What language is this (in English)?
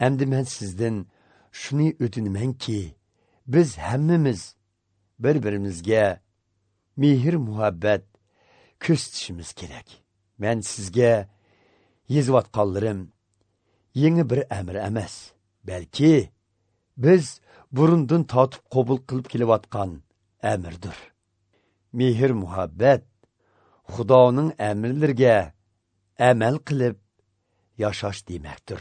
Uyghur